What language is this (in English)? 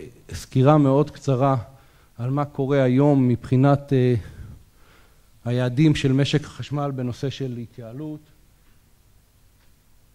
Hebrew